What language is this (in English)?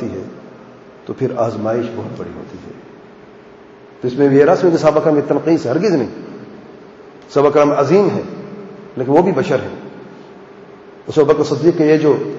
Urdu